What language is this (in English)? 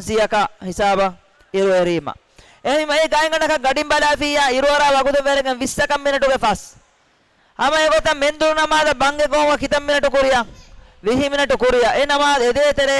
Divehi